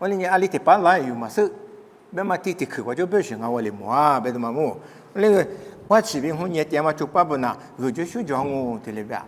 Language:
Lisu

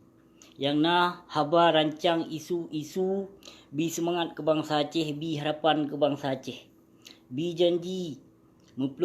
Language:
Achinese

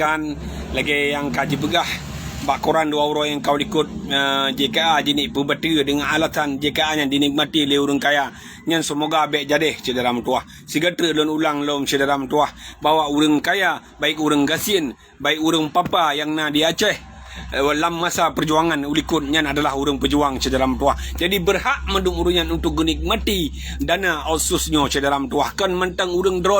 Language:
Achinese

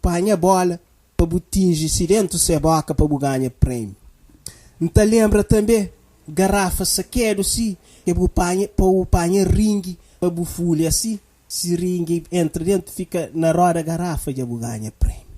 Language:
Kabuverdianu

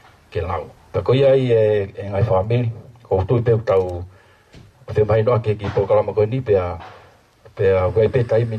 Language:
Tongan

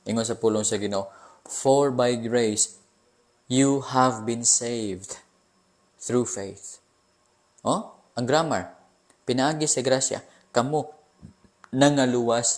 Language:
Cebuano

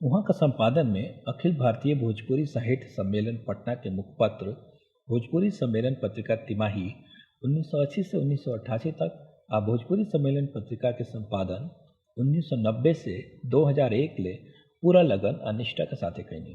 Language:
Bhojpuri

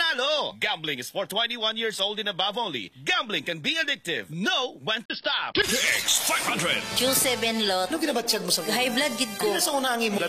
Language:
Hiligaynon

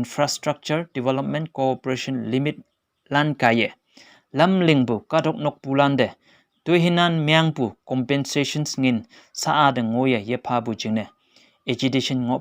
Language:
Konyak Naga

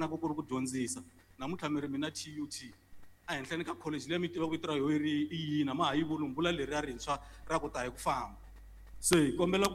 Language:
Tsonga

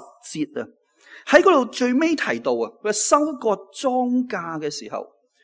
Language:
Cantonese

